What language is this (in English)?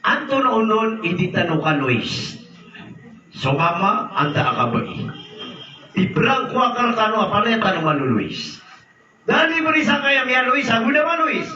Maranao